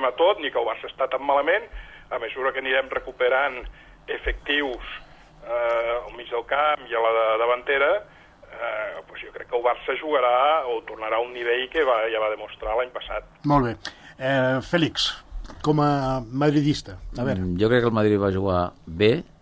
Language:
Catalan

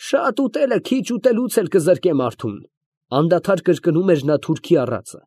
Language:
Armenian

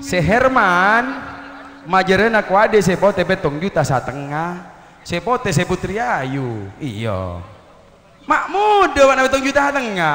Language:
Madurese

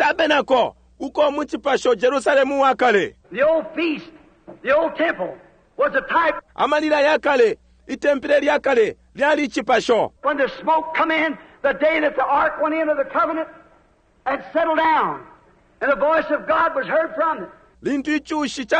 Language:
Bemba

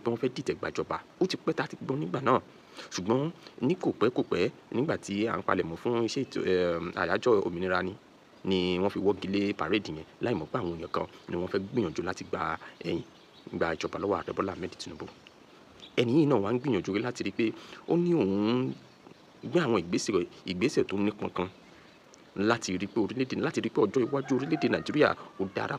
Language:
Yoruba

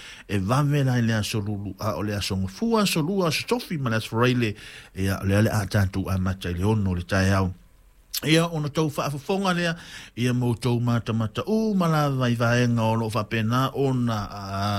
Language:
Samoan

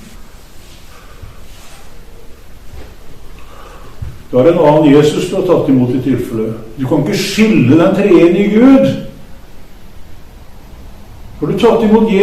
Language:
Norwegian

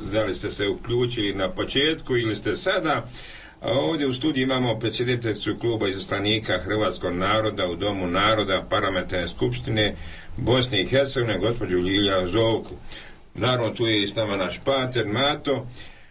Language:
Croatian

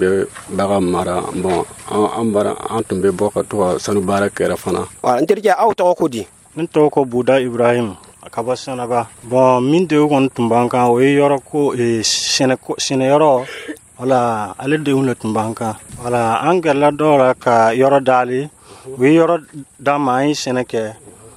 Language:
Dyula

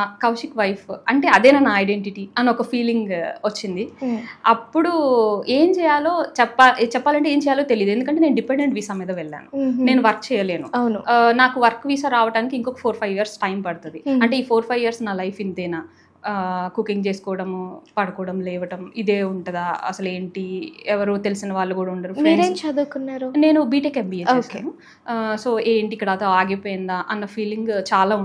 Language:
Telugu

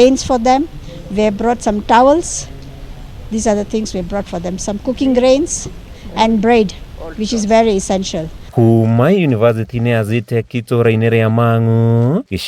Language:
Kikuyu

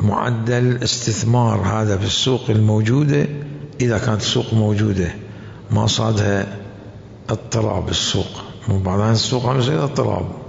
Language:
Mesopotamian Arabic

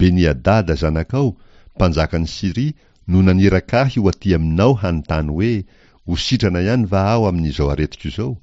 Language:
Malagasy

